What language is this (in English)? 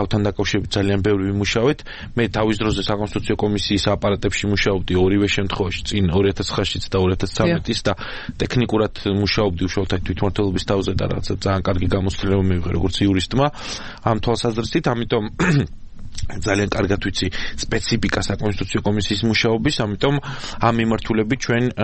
Georgian